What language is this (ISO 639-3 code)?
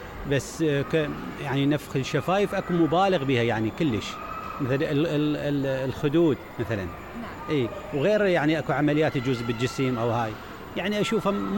acm